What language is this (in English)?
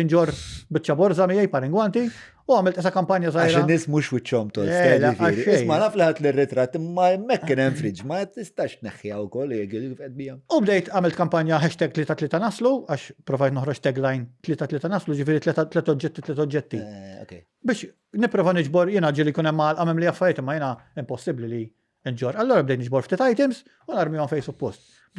Maltese